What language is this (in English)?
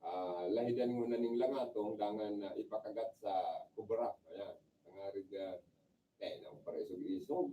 Bikol